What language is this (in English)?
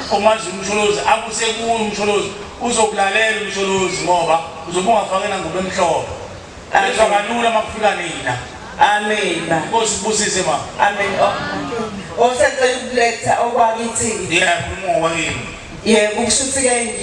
Zulu